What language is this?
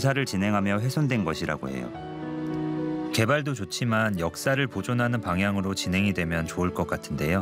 Korean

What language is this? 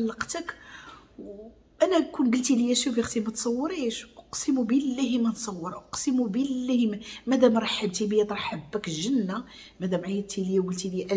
Moroccan Arabic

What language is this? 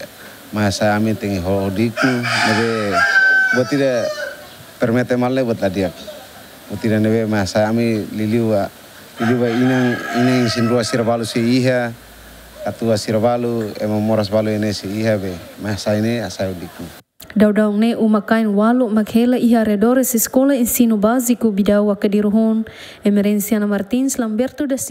Tetum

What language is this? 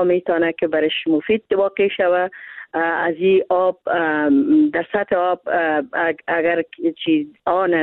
Persian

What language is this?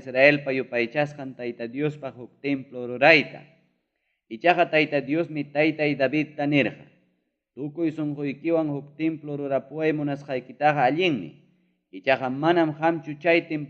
Ayacucho Quechua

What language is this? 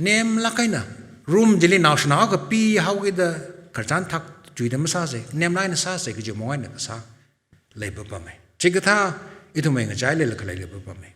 Tangkhul Naga (India)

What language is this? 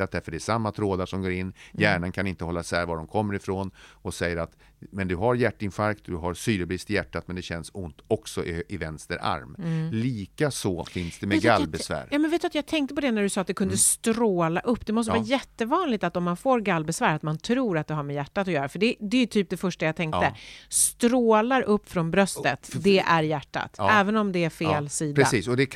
Swedish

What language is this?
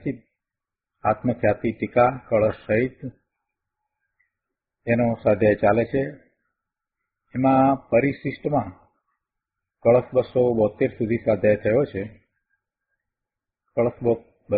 Gujarati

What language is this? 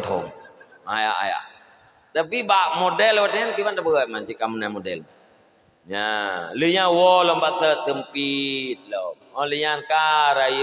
Achinese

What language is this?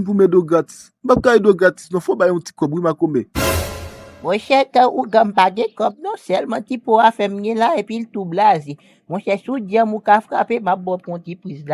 Haitian Creole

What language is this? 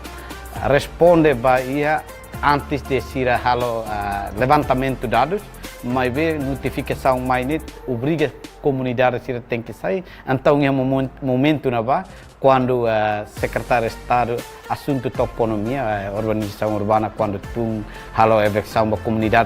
Tetum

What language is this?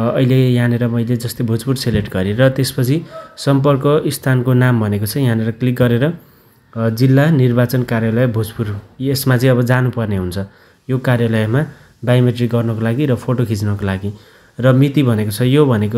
Nepali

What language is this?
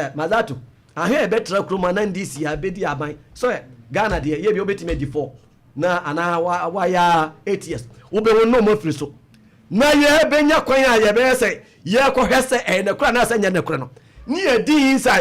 Akan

